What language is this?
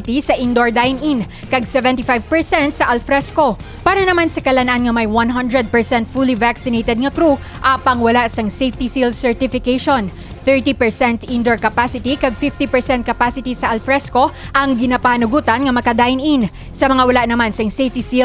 Hiligaynon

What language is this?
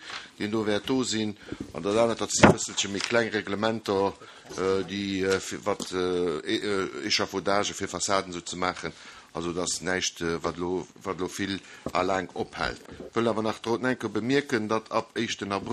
Luxembourgish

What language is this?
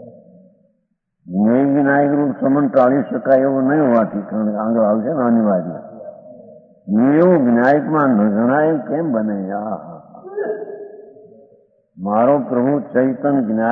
Gujarati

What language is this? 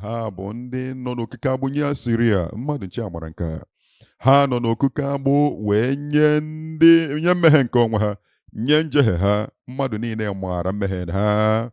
Igbo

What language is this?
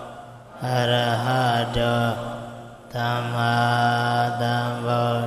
Burmese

